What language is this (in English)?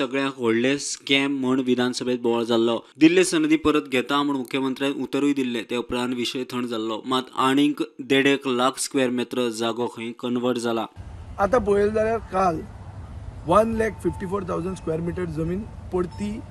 Konkani